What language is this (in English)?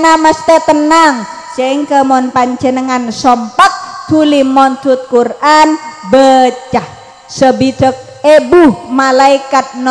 Madurese